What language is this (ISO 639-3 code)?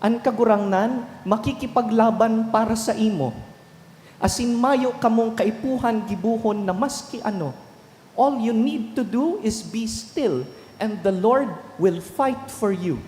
bik